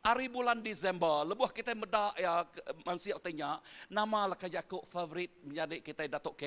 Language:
Iban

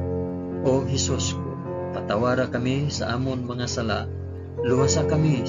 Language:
Hiligaynon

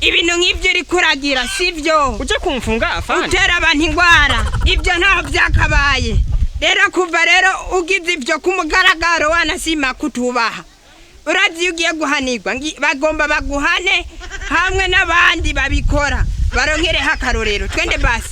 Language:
Rundi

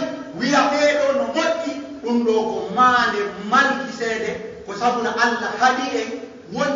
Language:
Pular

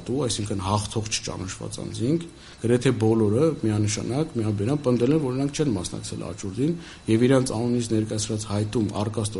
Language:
Armenian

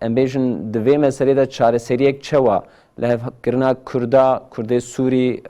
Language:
Kurdish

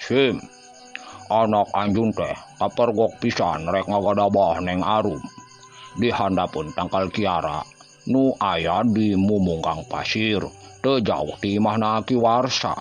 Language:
Sundanese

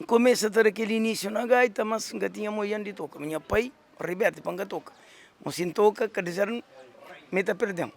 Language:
Kabuverdianu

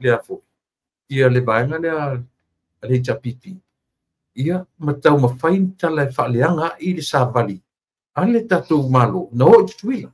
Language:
Samoan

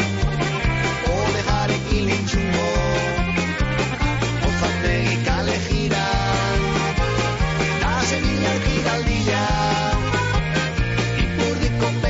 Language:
Basque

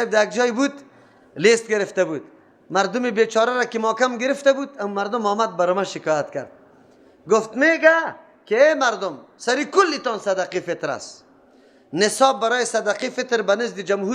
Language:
Persian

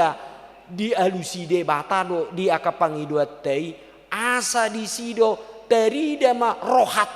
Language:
Batak Toba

